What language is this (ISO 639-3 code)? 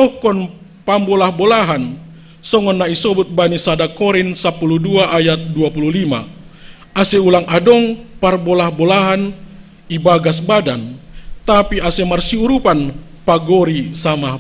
bts